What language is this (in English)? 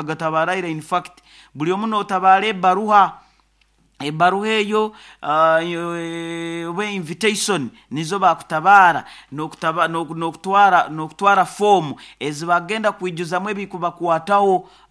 Nyoro